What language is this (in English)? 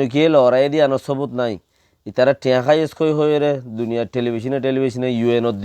Rohingya